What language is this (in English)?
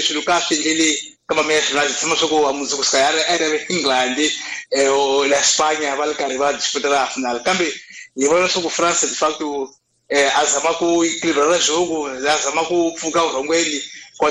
Tsonga